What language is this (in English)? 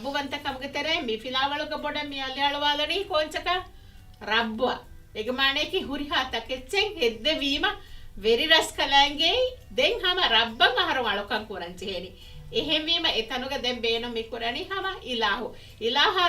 Divehi